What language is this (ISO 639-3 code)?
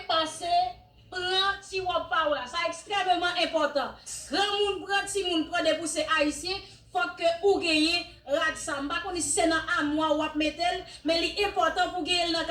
hat